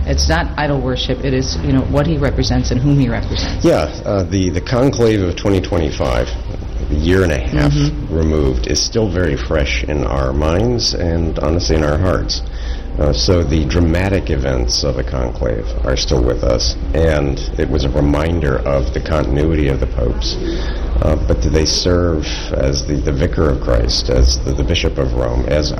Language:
English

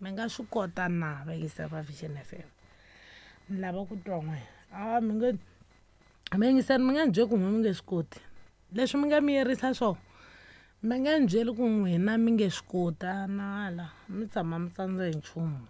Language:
Tsonga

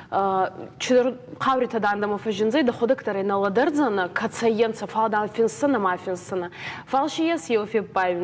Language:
Ossetic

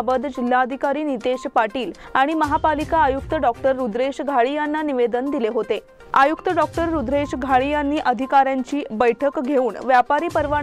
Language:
Marathi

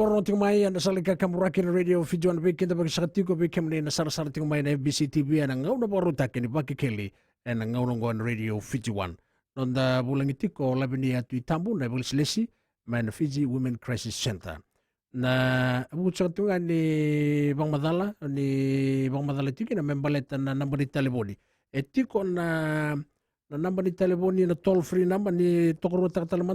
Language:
Fijian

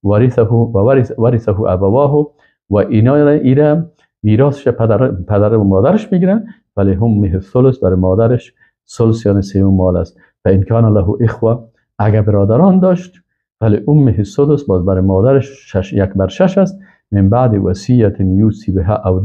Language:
Persian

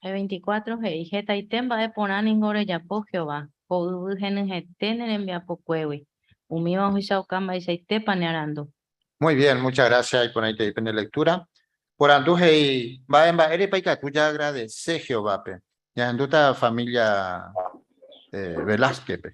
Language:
Guarani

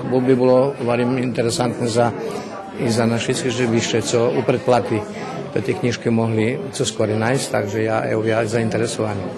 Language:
Rusyn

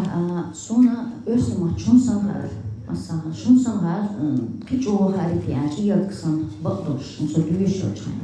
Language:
Chechen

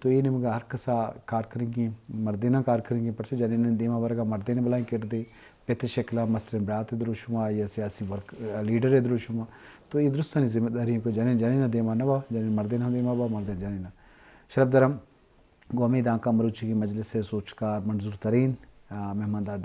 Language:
Eastern Balochi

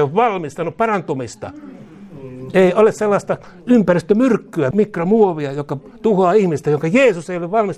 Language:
Finnish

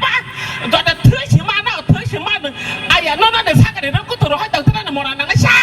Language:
Kok Borok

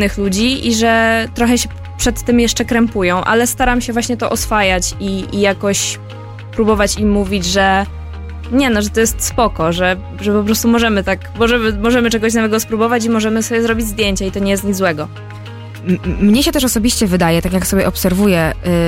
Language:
Polish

